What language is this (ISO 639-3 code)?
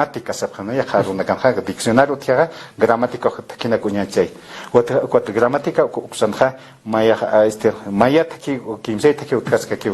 aym